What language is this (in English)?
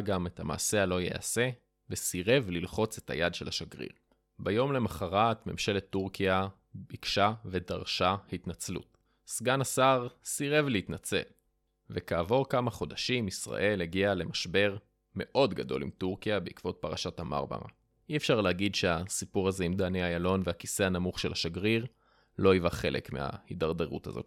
Hebrew